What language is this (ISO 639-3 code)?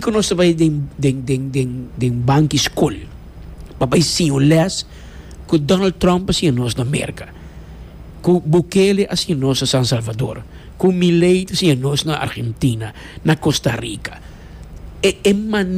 pap